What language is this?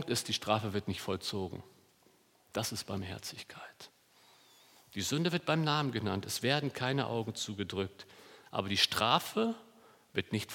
German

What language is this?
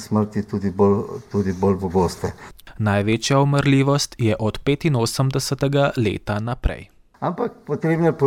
Slovenian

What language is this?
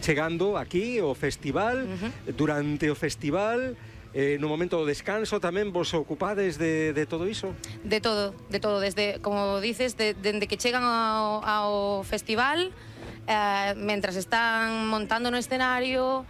Galician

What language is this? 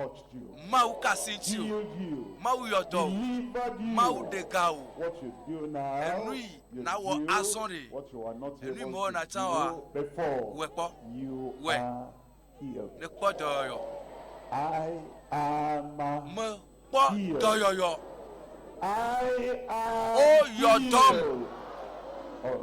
Ewe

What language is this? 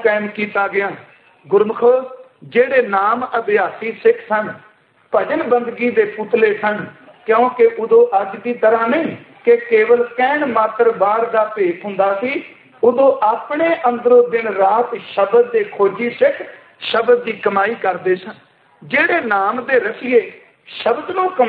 Punjabi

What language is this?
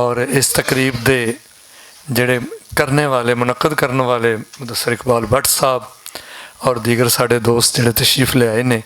Western Panjabi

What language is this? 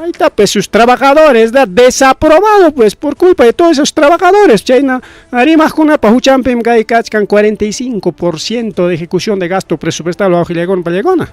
Ayacucho Quechua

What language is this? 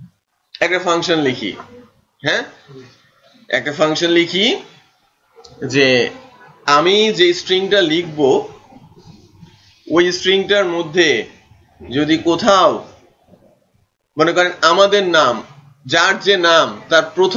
Bangla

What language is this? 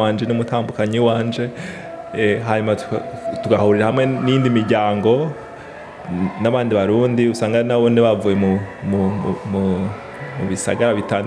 Rundi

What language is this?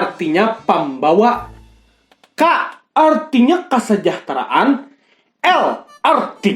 Banjar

